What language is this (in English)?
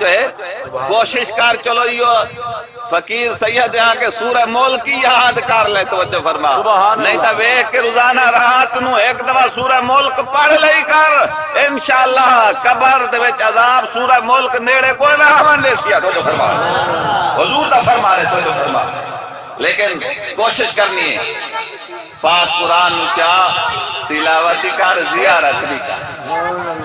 Saraiki